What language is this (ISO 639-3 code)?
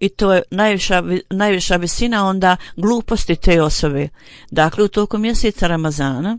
bos